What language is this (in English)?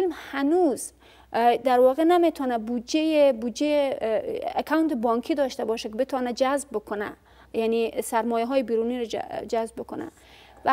Persian